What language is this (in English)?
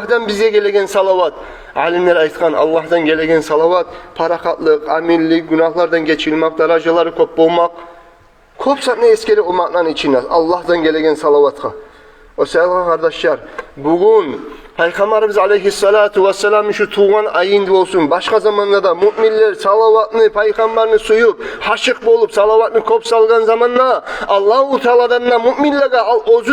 Kumyk